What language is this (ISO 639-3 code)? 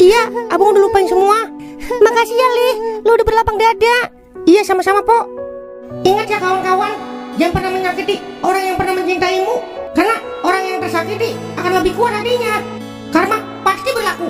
bew